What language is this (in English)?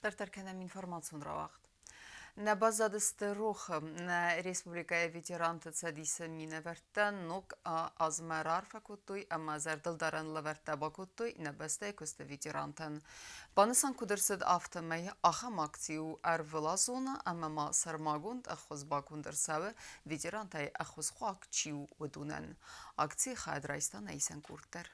Ossetic